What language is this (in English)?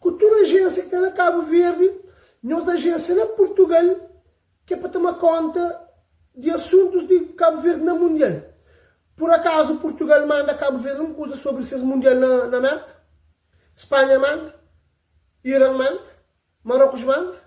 Kabuverdianu